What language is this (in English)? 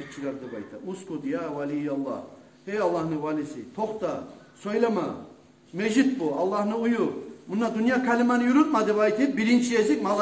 Kumyk